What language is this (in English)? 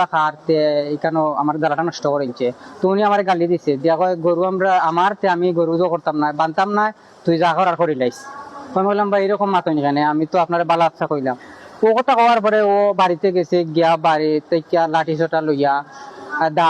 Sylheti